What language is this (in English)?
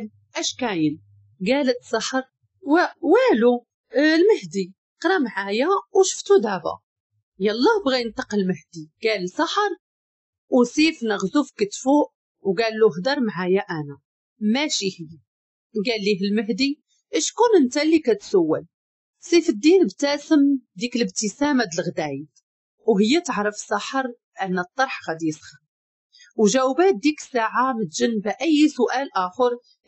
Moroccan Arabic